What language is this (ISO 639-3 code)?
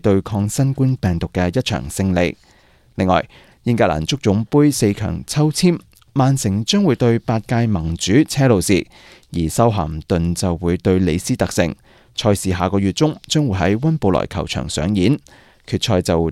yue